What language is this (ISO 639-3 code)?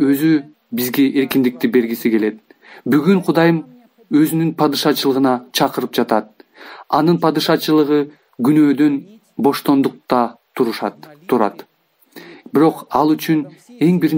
kir